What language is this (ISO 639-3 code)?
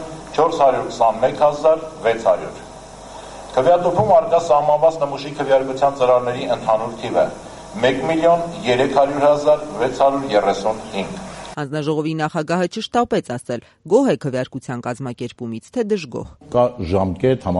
hye